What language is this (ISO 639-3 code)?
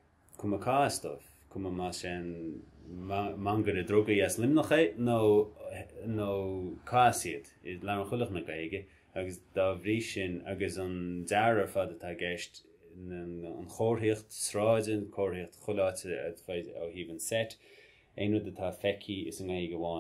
gle